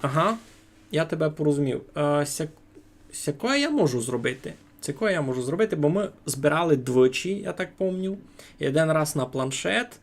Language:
Rusyn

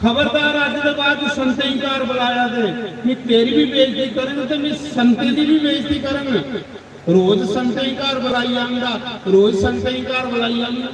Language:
Dogri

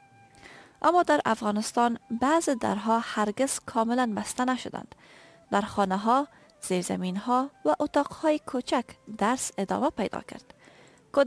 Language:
Persian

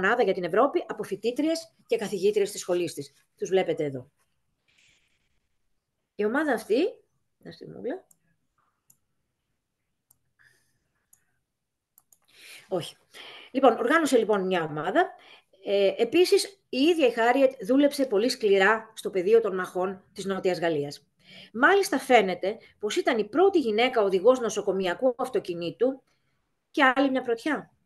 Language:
Greek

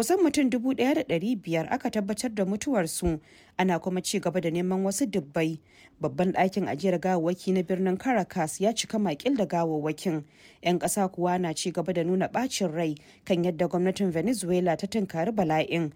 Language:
Hausa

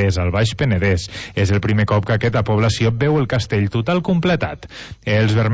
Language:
Catalan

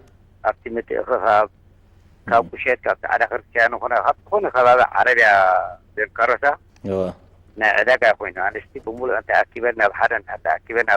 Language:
Tigrinya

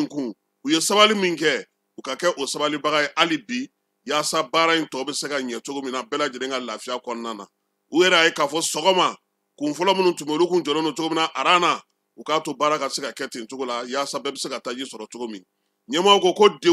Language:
Bambara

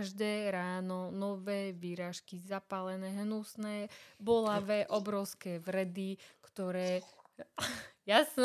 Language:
Slovak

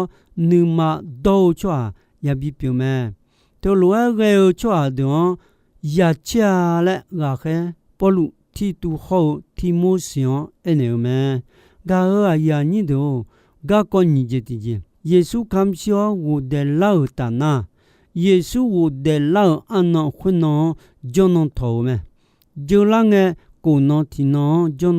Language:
Akha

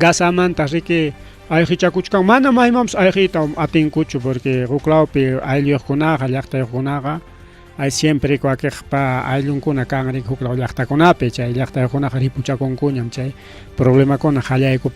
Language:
Ayacucho Quechua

